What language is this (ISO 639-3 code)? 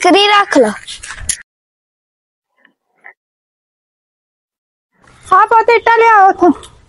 pan